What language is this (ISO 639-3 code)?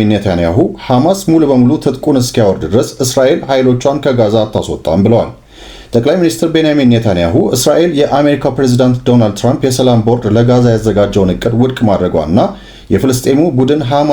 amh